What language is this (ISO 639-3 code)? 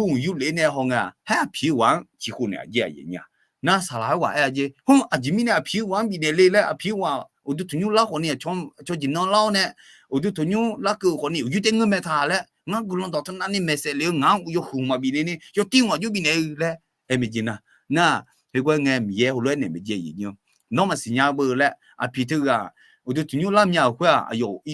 ahk